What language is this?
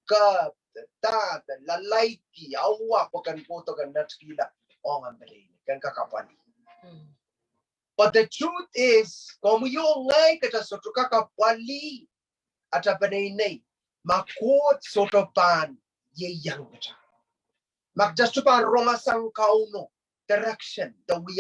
Pohnpeian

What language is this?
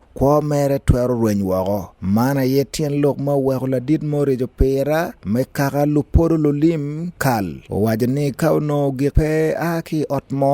Acoli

